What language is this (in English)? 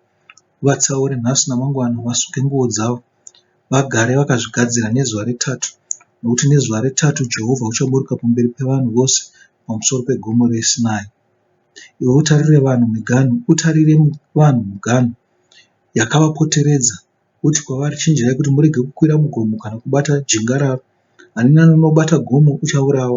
Shona